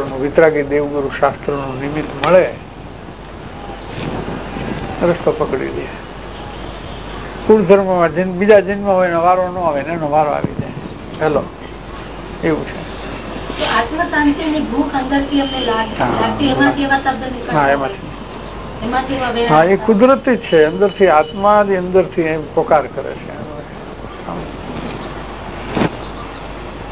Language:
Gujarati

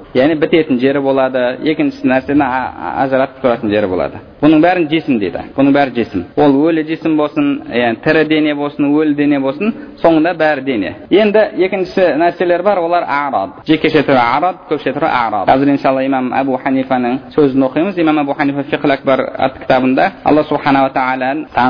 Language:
Kazakh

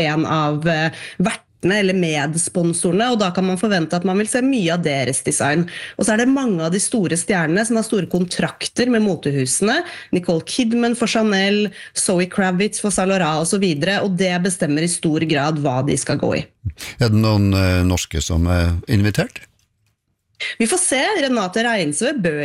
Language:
Norwegian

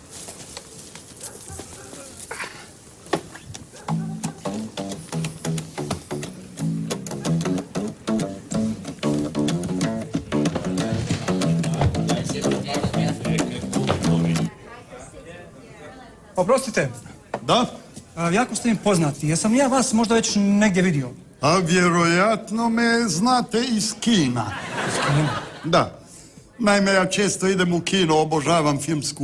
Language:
Croatian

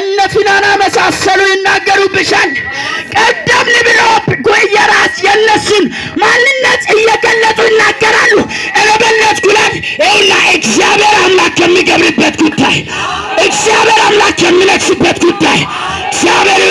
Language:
Amharic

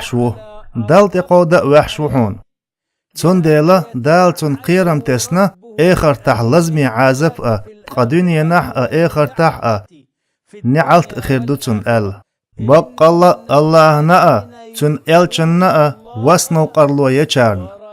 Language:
Chechen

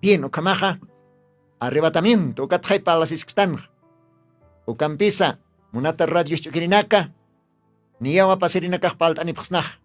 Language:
Aymara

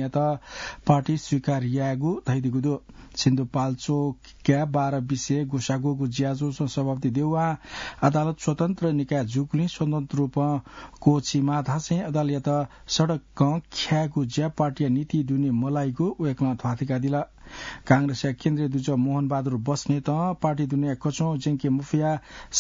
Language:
Newari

